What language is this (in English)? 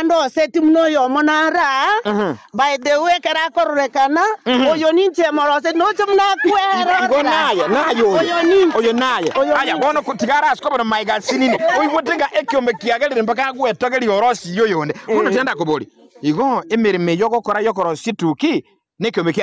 Gusii